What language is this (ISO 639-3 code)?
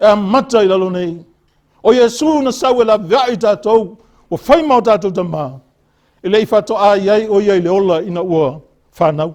smo